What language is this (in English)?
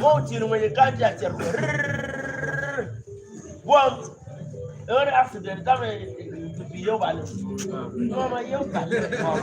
Acoli